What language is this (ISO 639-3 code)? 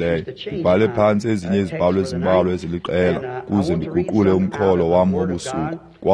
xho